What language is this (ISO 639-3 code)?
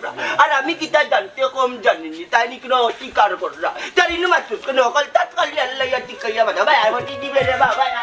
syl